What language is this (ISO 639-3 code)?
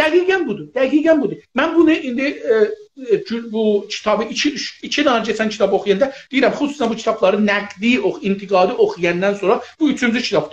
azb